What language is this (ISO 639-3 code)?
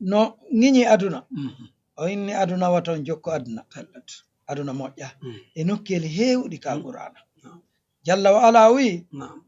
ful